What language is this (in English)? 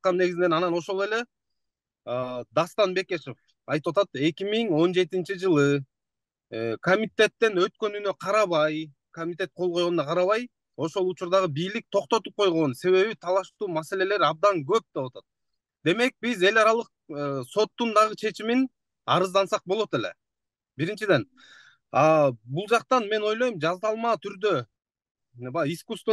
Kyrgyz